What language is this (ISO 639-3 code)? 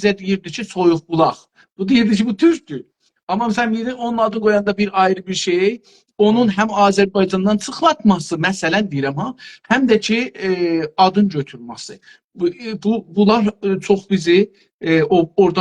azb